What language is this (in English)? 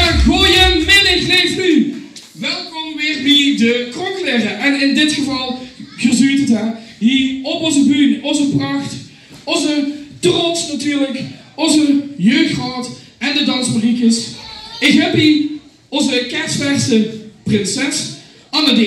Limburgish